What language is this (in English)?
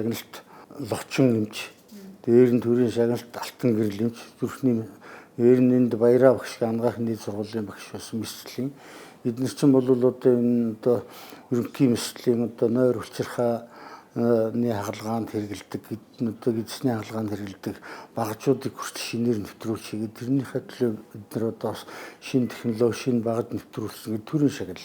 Mongolian